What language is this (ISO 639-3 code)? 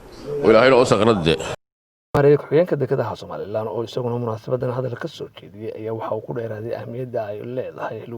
som